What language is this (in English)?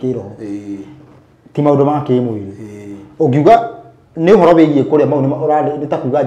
Kikuyu